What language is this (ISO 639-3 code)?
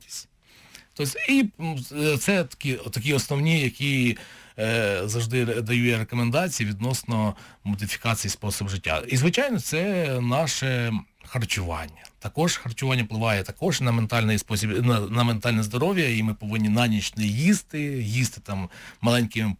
ukr